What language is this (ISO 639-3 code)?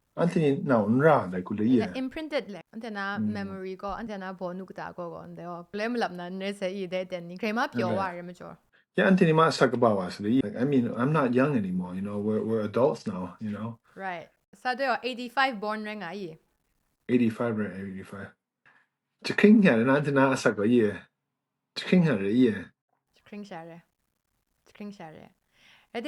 kac